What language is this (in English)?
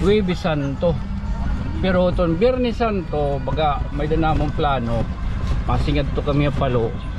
Waray